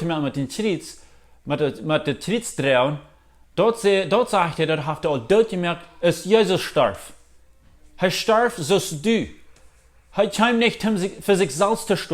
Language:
Plautdietsch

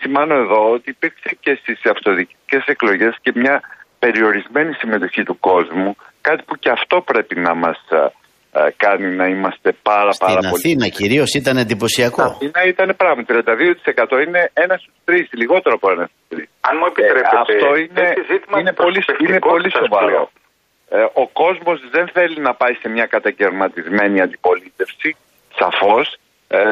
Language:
Greek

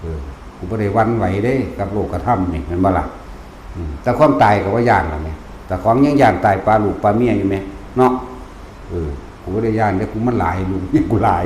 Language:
Northeastern Thai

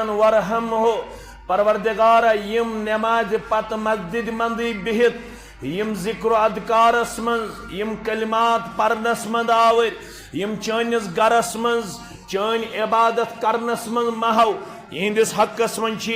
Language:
Kashmiri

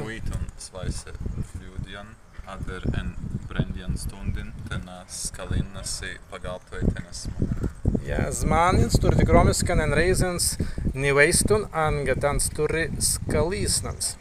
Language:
Prussian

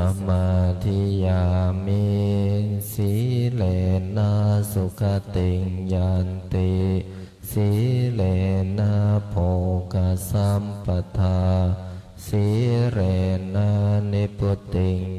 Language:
Pali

